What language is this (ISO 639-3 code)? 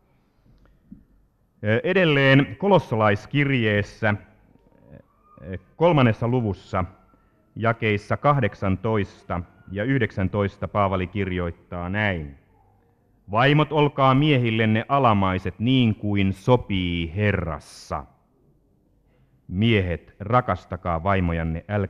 fin